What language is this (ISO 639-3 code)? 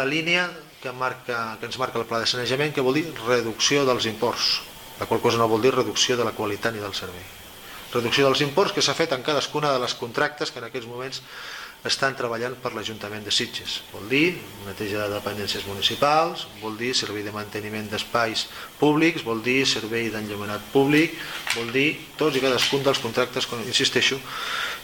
cat